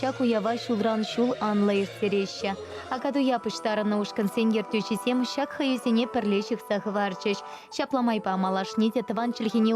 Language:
Chuvash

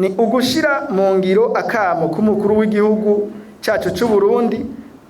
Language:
Rundi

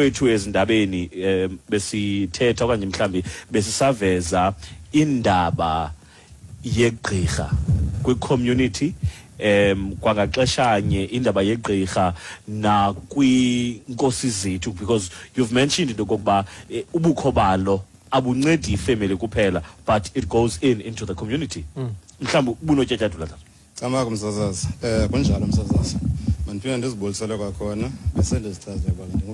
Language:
Xhosa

